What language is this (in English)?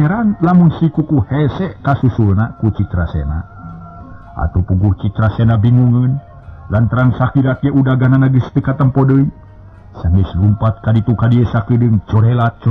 Sundanese